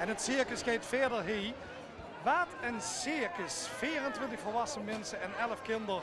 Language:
Limburgish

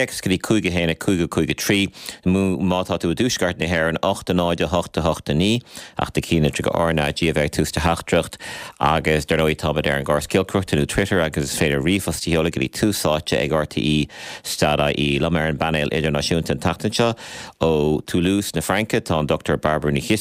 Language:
Irish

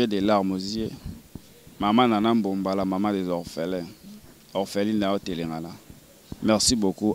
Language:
Lingala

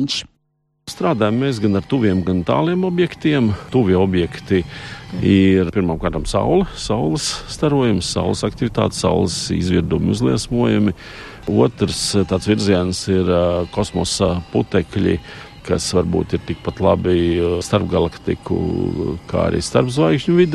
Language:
Latvian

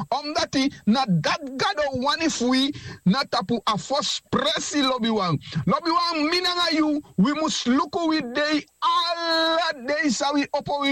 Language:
Sranan Tongo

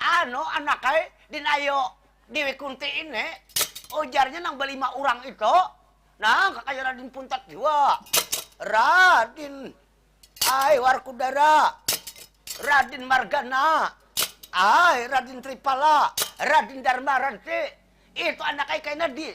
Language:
Banjar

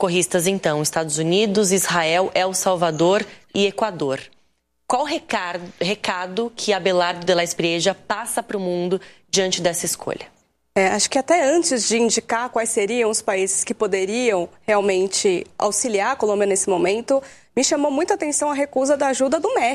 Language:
Portuguese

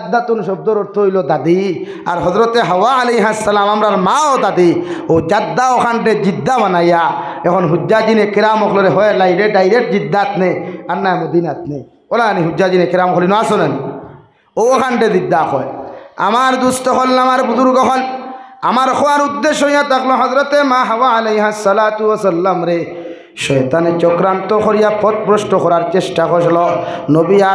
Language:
Sylheti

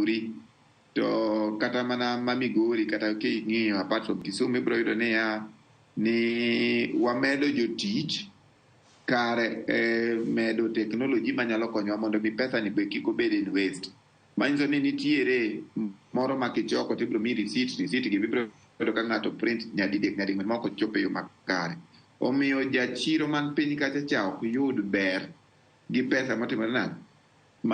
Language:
Luo (Kenya and Tanzania)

